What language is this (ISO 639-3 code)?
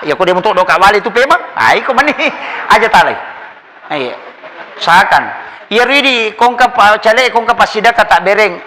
bug